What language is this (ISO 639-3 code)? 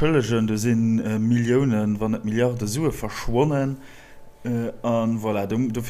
ltz